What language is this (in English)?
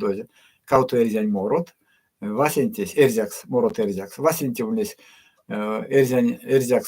Erzya